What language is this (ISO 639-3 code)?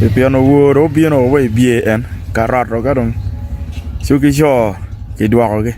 ach